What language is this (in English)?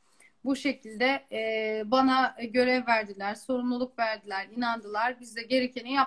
Turkish